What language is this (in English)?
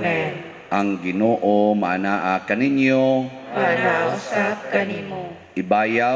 Cebuano